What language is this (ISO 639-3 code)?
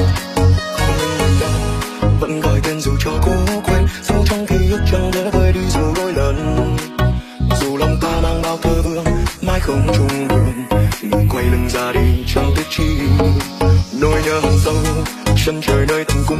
vie